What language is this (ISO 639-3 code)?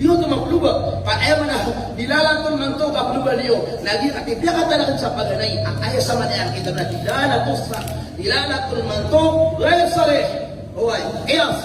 mrw